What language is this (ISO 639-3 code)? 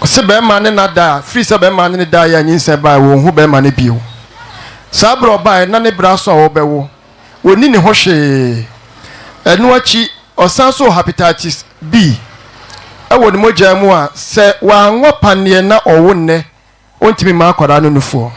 aka